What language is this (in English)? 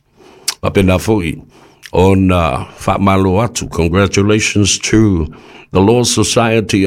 Samoan